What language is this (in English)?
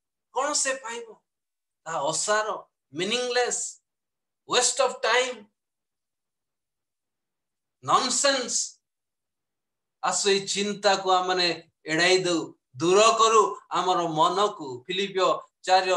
Odia